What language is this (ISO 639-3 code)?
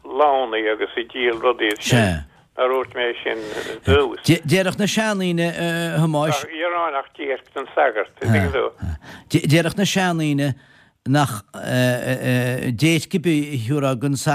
gle